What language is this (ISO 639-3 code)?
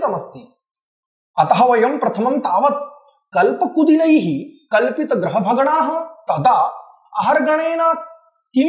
san